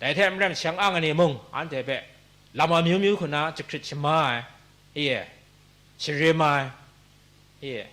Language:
Kachin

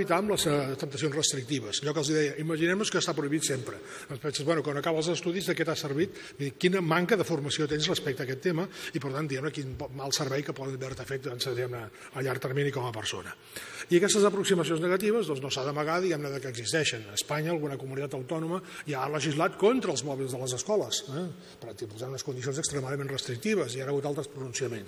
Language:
Catalan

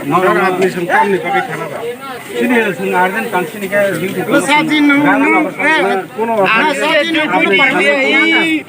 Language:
Kok Borok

